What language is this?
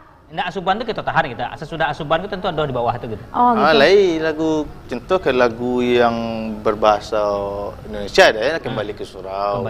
Minangkabau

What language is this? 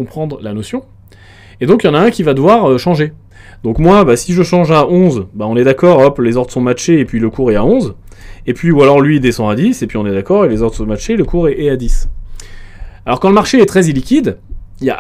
French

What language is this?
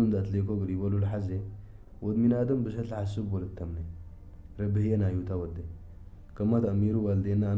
Tigre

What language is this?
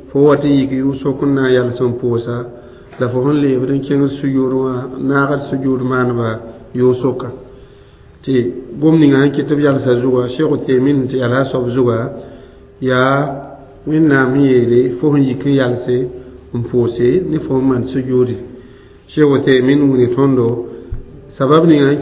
Mossi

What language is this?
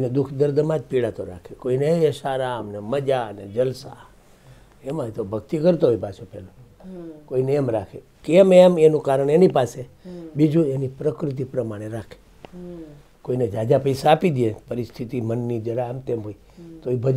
Gujarati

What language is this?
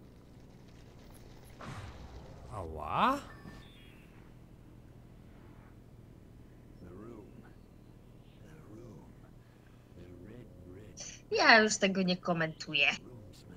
Polish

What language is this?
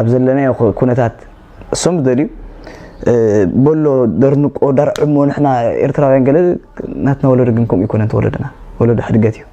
Tigrinya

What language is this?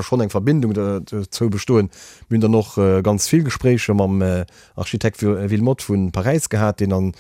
Luxembourgish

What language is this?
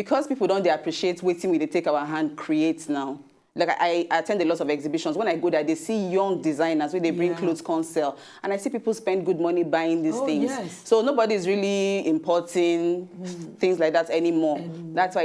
Nigerian Pidgin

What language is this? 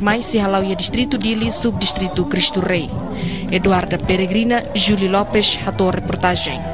Tetum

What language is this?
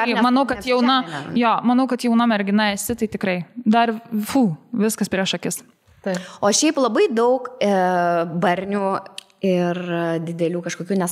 Lithuanian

